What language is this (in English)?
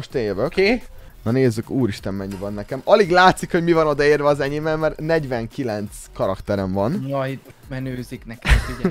Hungarian